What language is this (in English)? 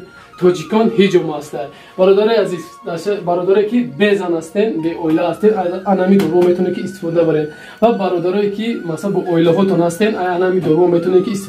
Tajik